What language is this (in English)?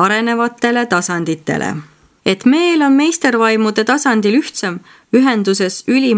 Estonian